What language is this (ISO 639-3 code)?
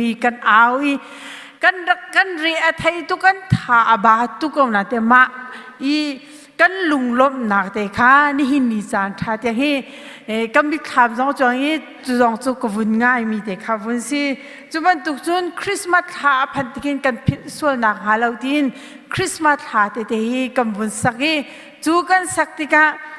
cnh